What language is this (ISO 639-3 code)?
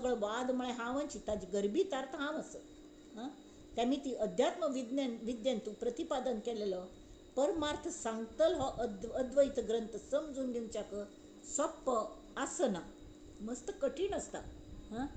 kok